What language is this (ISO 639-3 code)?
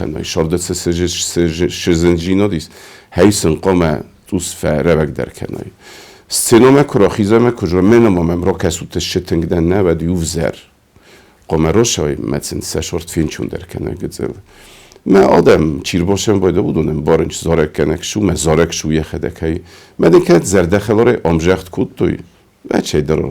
oss